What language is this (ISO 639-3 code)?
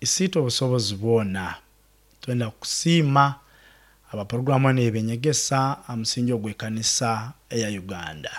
nyo